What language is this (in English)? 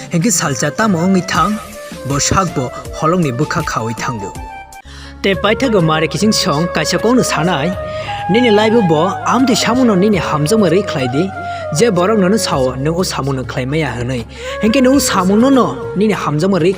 Kok Borok